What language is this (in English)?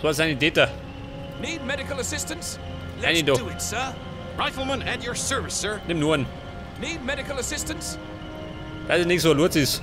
Bavarian